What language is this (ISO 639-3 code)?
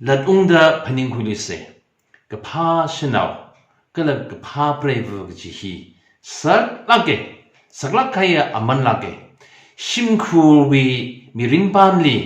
nmf